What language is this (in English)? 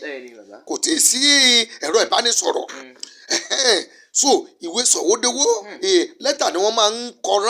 Yoruba